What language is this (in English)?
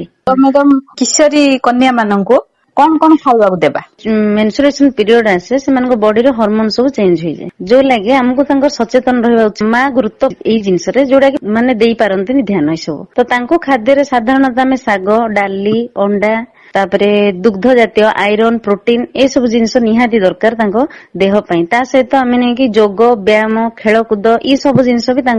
Odia